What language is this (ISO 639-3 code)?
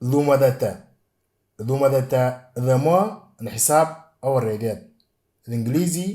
mor